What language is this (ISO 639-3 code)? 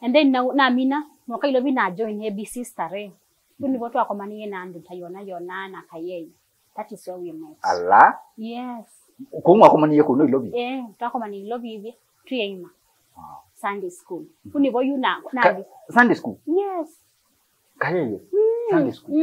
kam